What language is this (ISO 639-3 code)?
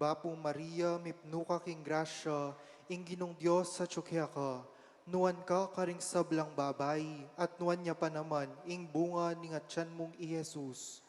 pam